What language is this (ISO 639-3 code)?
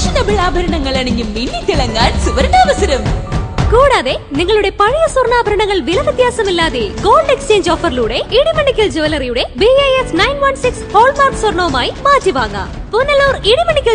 mal